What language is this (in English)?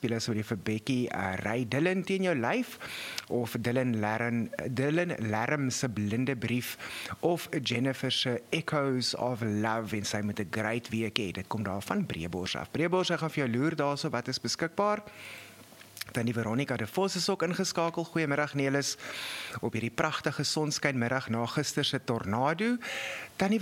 Afrikaans